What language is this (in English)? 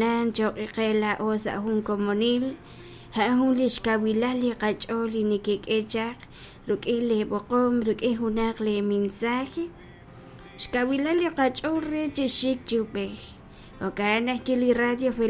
Kekchí